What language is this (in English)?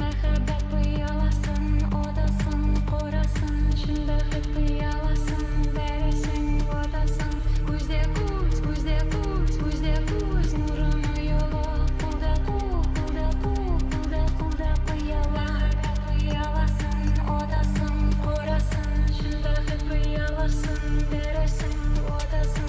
Kara-Kalpak